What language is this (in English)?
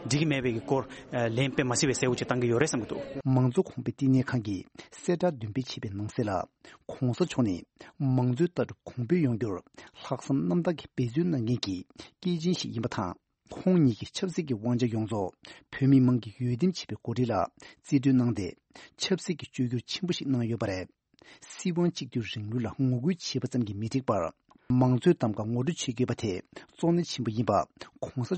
Tibetan